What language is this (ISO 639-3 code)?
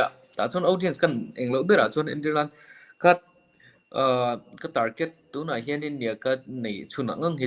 lus